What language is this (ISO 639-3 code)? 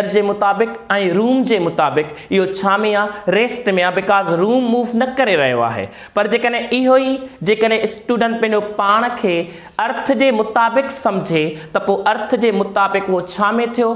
snd